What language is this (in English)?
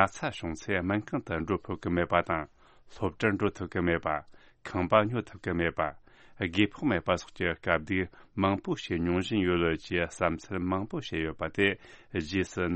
Tibetan